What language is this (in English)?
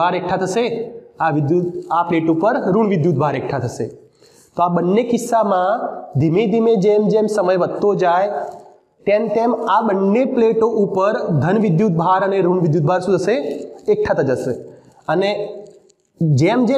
Gujarati